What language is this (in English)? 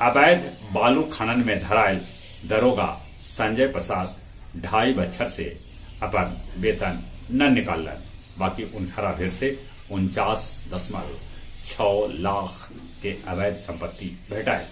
Magahi